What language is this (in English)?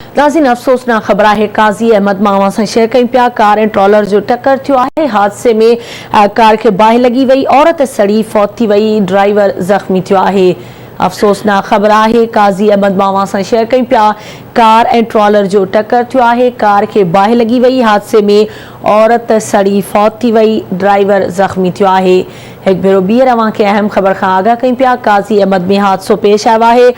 Sindhi